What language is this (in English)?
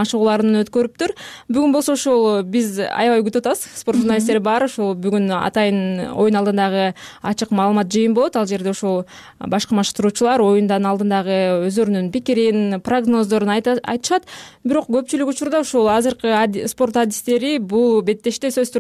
Kyrgyz